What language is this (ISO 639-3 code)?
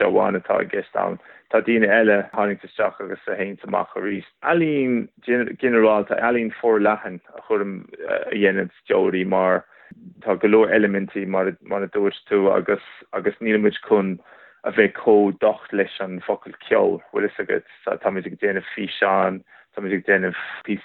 gle